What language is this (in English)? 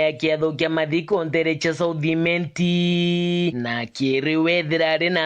Meru